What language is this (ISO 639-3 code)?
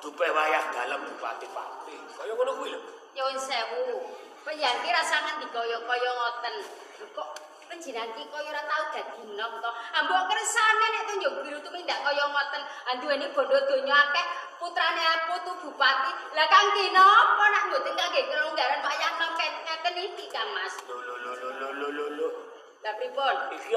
jav